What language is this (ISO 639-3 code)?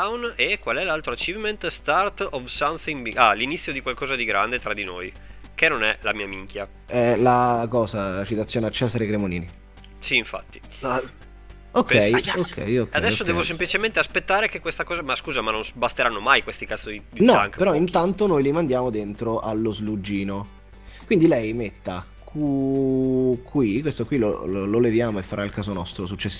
ita